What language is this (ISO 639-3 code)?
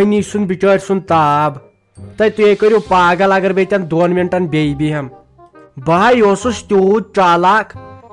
kas